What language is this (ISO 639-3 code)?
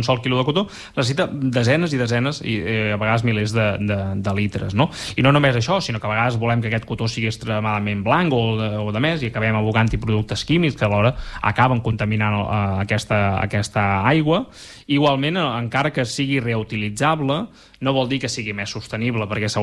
cat